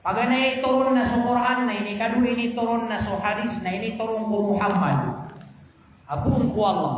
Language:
Maranao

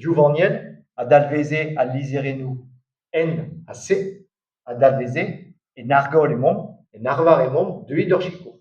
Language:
Breton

